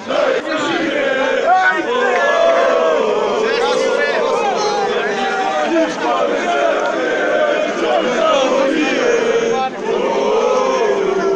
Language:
Serbian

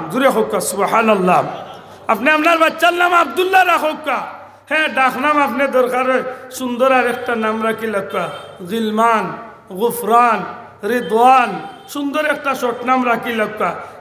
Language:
Sylheti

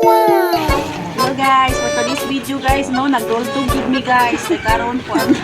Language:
Cebuano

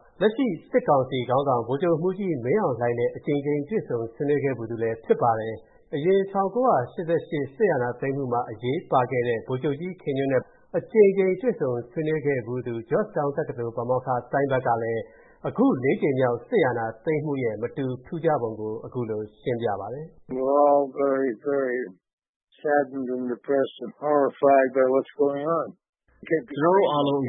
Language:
Burmese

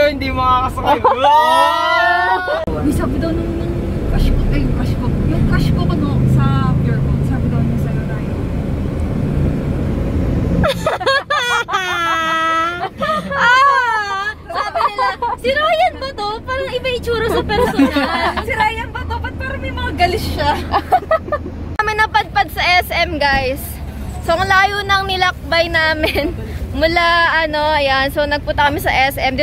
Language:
Filipino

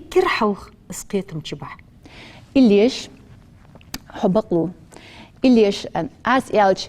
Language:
Ingush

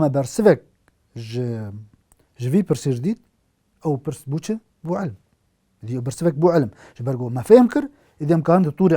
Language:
Kurdish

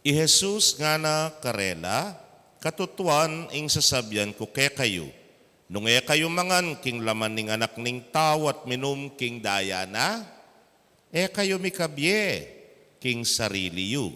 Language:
Pampanga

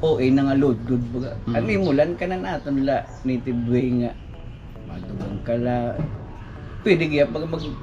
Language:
Waray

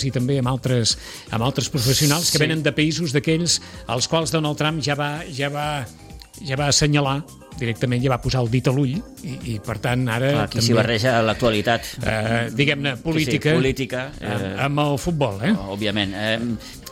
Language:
Catalan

